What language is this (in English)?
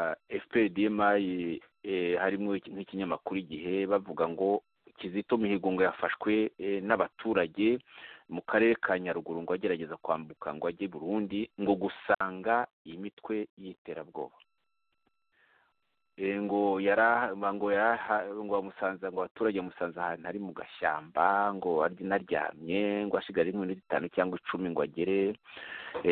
Kinyarwanda